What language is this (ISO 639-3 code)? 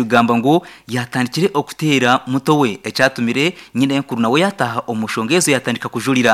nyn